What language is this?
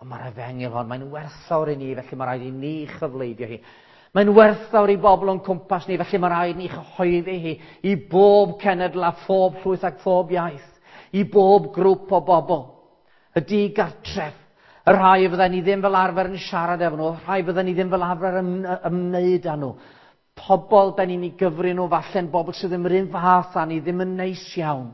Welsh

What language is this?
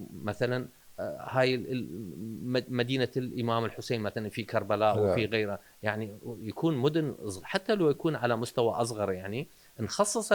Mesopotamian Arabic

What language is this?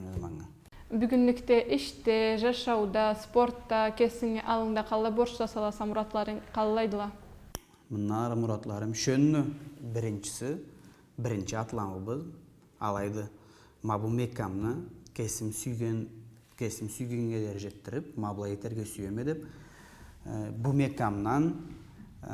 Karachay-Balkar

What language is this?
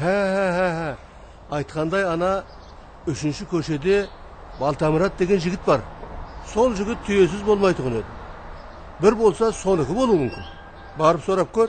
Kara-Kalpak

